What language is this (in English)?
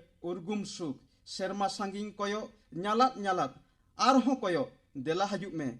Santali